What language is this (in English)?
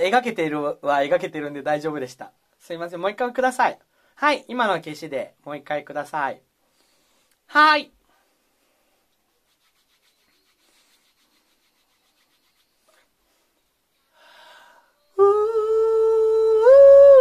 Japanese